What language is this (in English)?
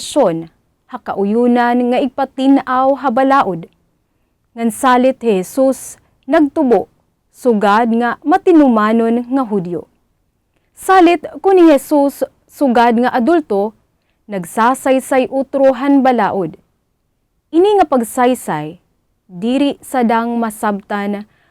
Waray